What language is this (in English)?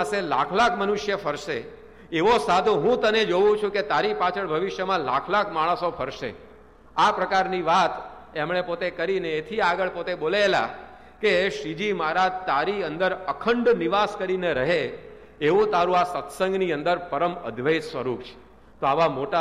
Gujarati